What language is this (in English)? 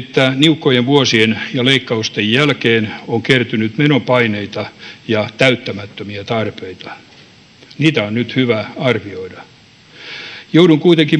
Finnish